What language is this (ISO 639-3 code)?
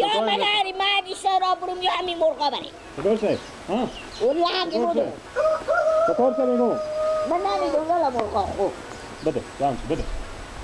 fas